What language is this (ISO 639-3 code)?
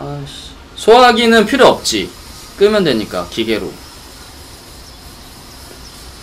kor